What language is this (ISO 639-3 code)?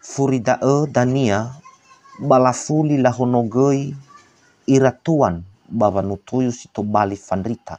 nia